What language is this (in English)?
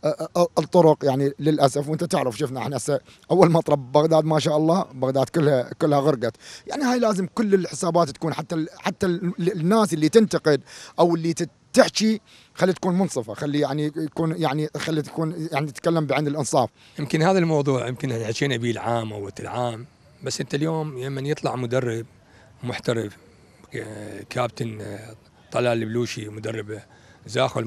Mesopotamian Arabic